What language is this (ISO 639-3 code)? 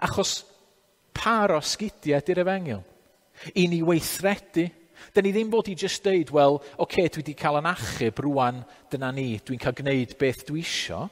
cym